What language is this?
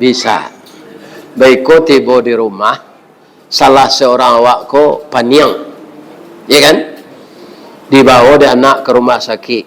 Minangkabau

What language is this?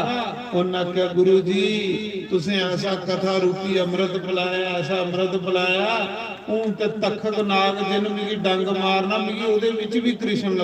Dogri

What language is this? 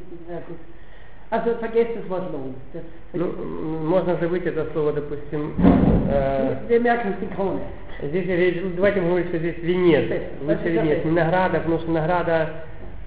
Russian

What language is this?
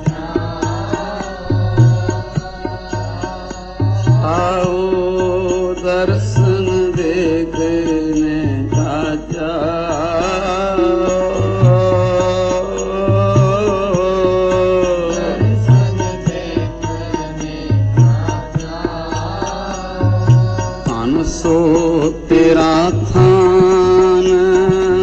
Punjabi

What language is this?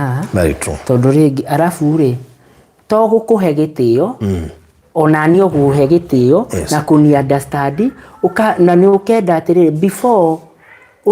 Kikuyu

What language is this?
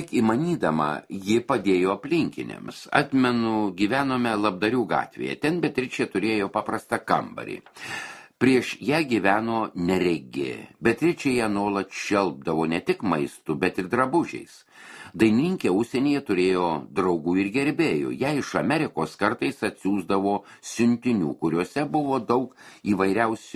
Lithuanian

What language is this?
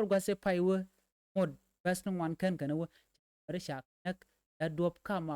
Nuer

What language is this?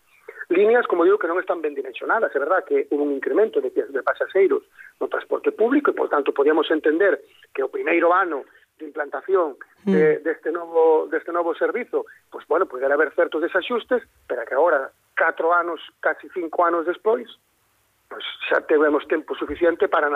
Galician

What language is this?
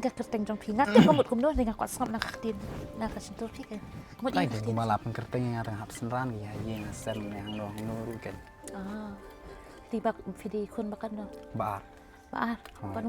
Khasi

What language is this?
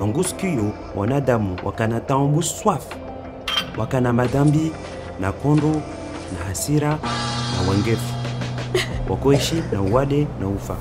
Comorian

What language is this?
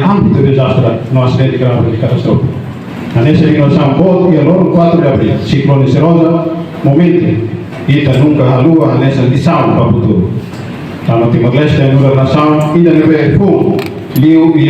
Tetum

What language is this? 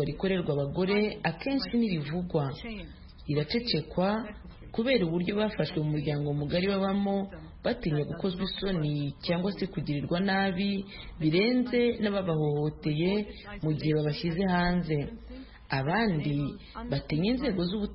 Kinyarwanda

